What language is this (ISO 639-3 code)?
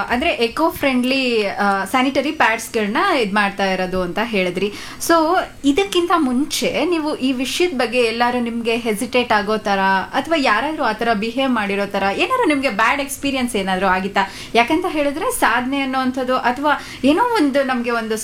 kan